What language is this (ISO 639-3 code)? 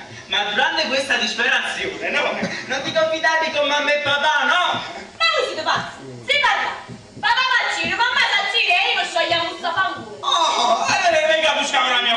nap